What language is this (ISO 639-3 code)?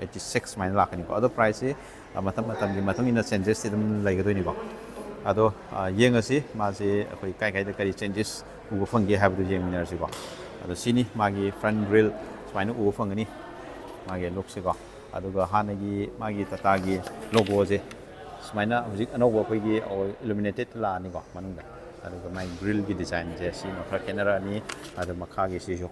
mni